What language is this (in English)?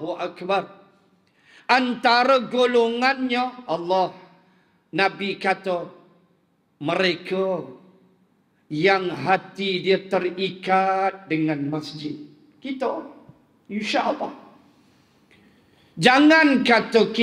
Malay